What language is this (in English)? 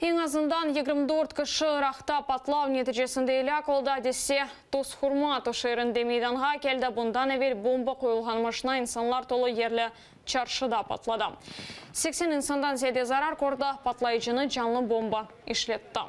Crimean Tatar